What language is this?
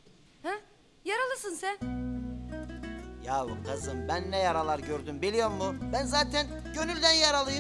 Turkish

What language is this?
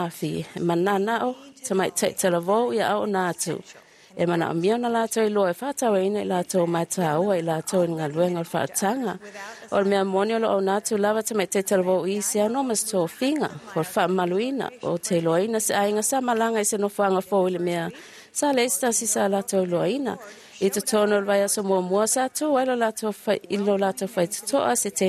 Samoan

